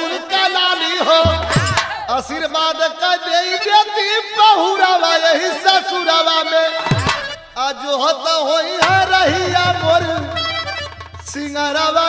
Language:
Bhojpuri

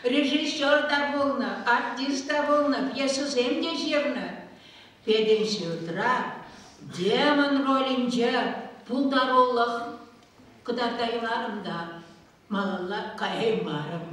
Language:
Chuvash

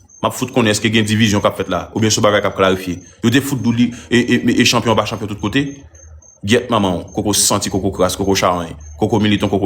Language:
Haitian Creole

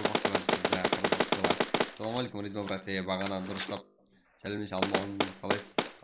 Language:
Kara-Kalpak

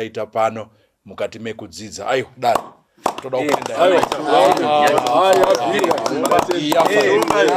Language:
Shona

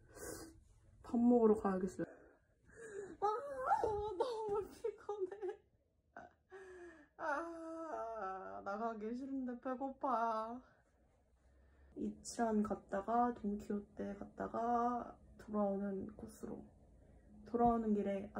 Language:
Korean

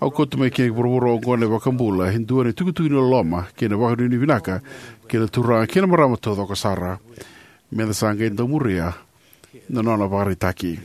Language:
Fijian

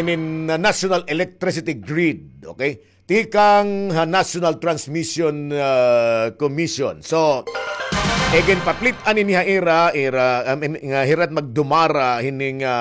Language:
Waray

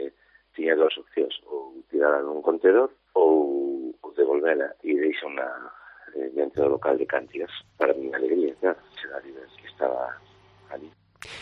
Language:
Galician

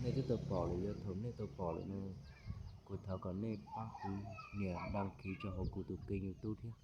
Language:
Hmong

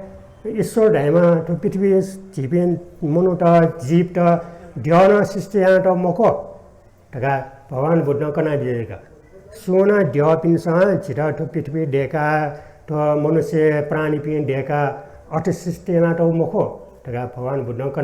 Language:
Newari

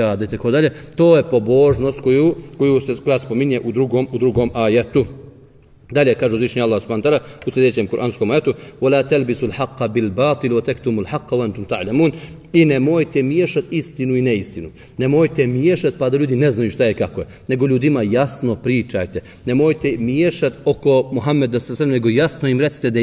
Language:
Bosnian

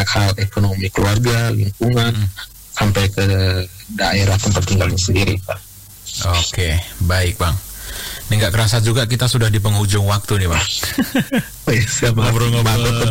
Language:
Indonesian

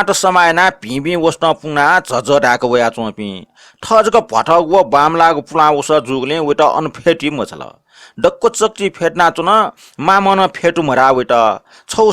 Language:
Newari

